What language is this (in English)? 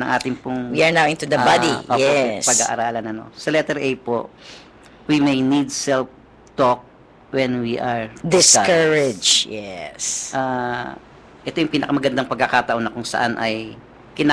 Filipino